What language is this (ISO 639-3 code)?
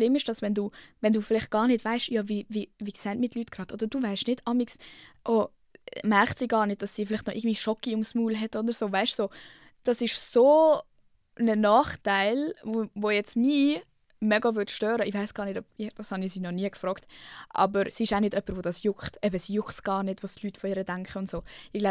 gsw